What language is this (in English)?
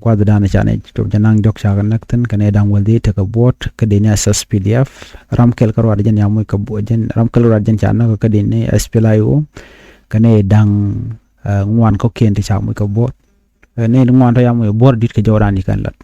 Nuer